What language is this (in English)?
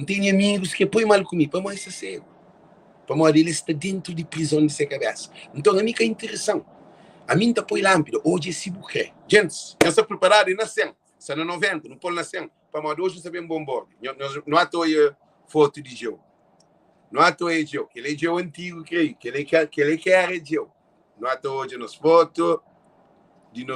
Kabuverdianu